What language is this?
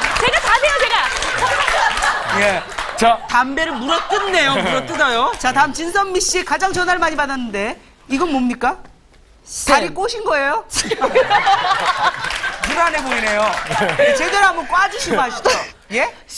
Korean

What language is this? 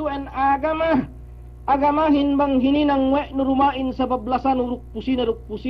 Yakan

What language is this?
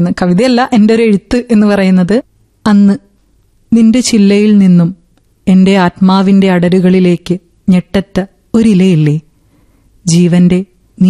Malayalam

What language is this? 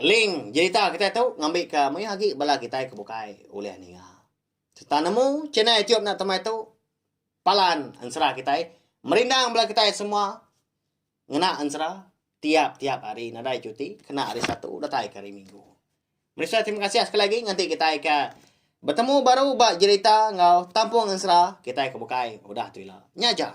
Iban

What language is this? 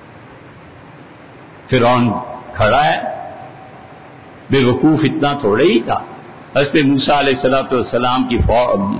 Urdu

